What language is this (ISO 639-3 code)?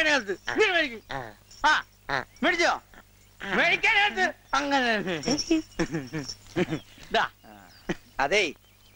mal